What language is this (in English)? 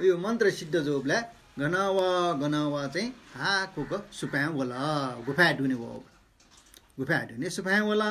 Newari